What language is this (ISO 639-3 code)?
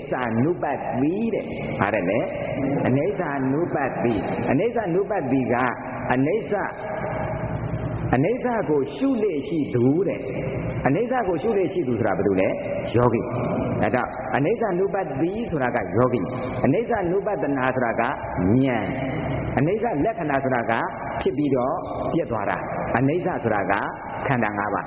mya